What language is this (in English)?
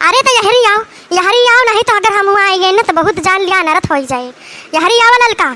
Awadhi